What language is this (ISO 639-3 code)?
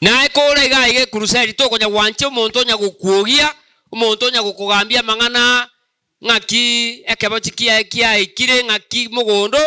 guz